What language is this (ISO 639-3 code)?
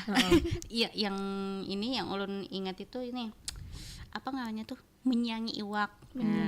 bjn